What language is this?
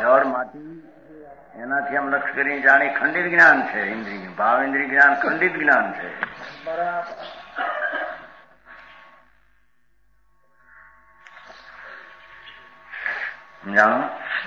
Gujarati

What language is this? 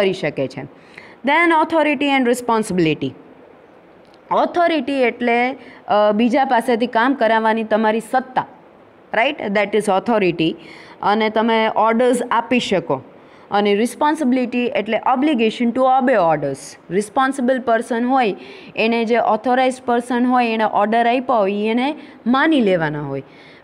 Gujarati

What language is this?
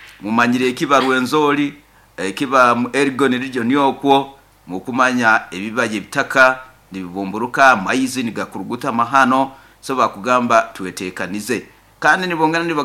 Nyoro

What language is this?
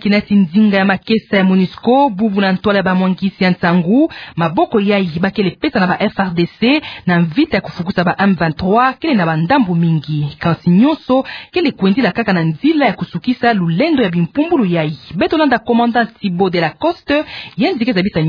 Kituba (Democratic Republic of Congo)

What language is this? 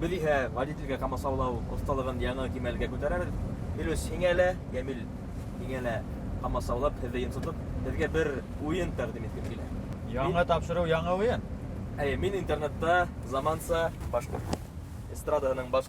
Bashkir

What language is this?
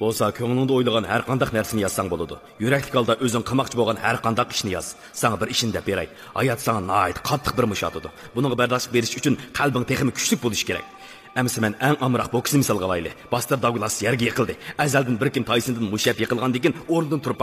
Uyghur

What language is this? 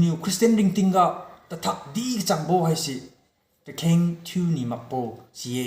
Liangmai Naga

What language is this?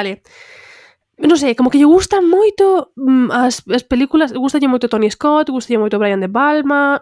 Galician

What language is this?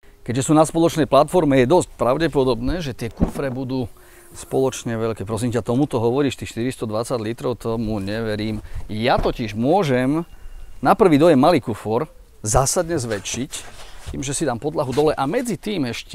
Slovak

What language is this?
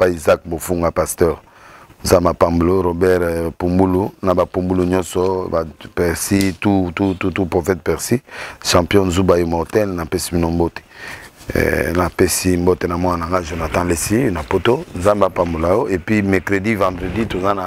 Lingala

